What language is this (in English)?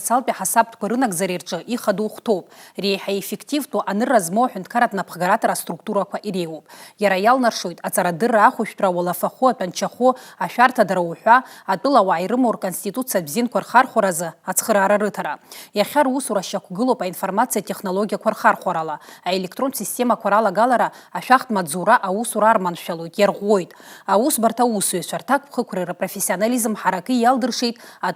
Abkhazian